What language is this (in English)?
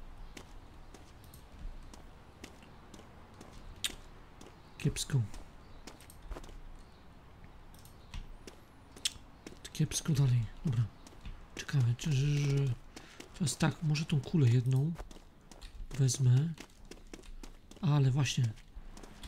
Polish